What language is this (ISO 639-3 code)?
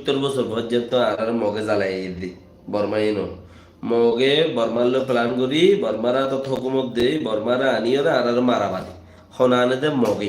rhg